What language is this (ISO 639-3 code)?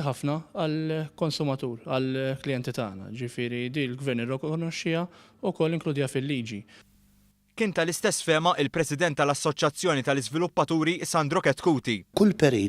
mlt